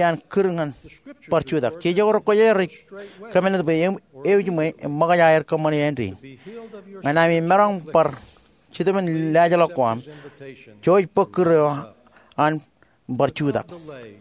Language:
Marshallese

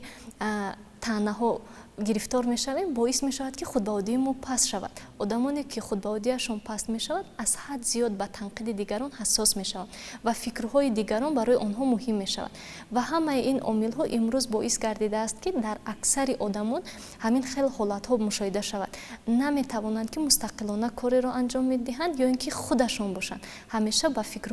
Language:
Tajik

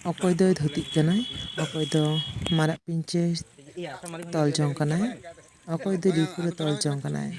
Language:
Santali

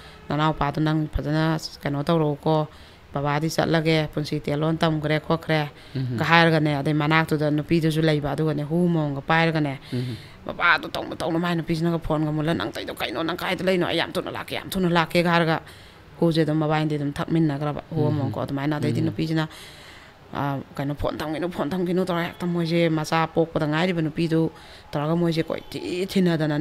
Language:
Manipuri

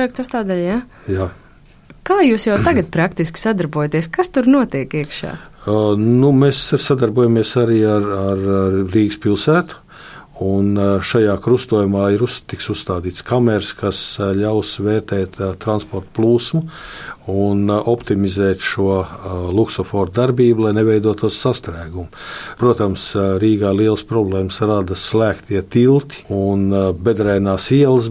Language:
Latvian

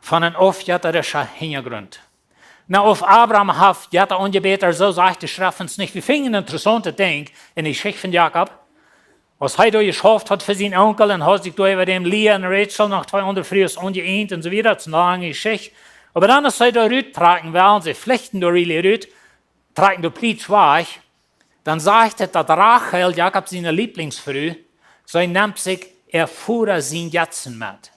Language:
Plautdietsch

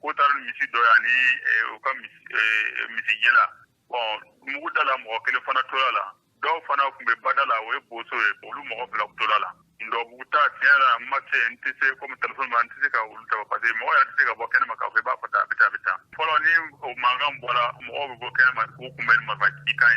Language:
Bambara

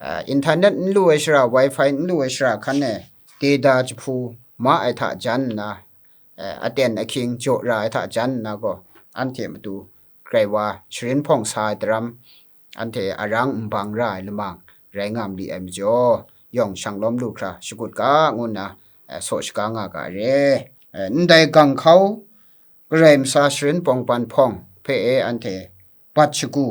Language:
Kachin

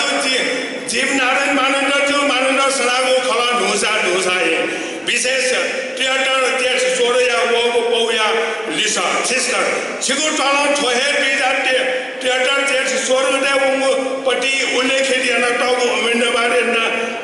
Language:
Newari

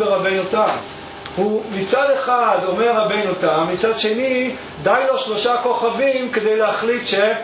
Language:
Hebrew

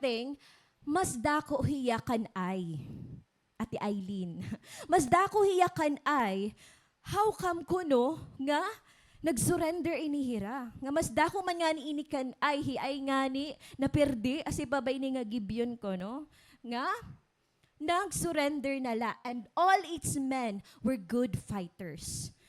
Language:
Waray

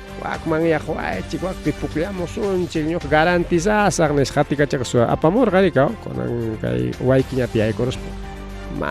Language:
Ayacucho Quechua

